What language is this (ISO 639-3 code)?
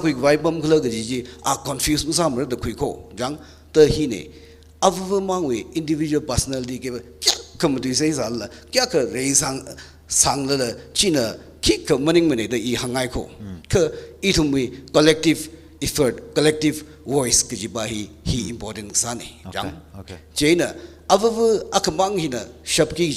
nmf